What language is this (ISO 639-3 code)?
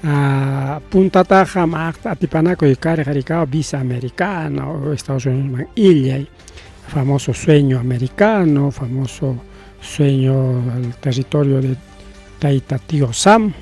quy